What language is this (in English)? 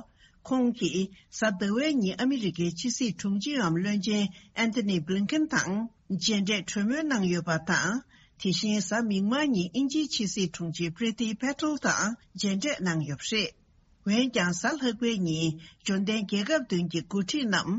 Tibetan